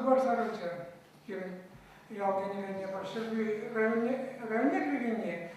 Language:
Chuvash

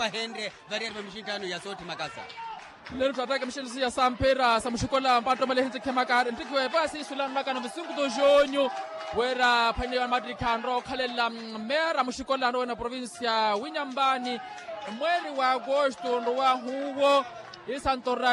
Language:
Makhuwa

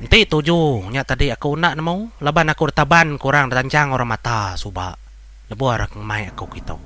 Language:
Iban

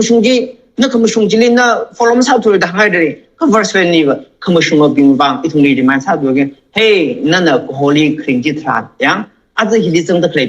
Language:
Tangkhul Naga (India)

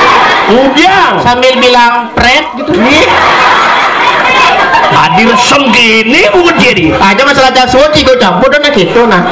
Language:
Indonesian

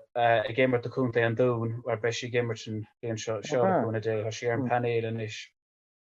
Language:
Irish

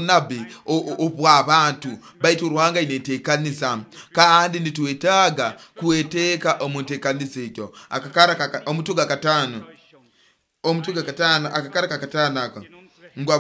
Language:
Nyoro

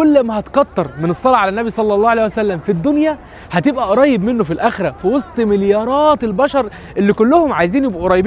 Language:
Egyptian Arabic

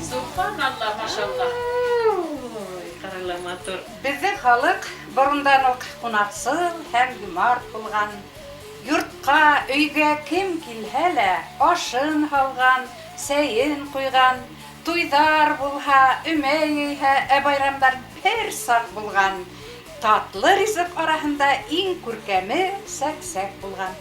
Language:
Bashkir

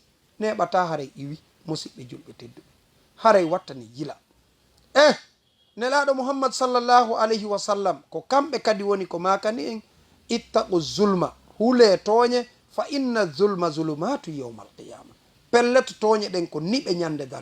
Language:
Fula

